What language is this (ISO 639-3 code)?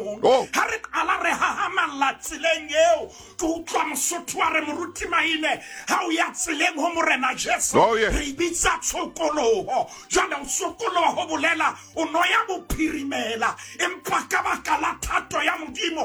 sot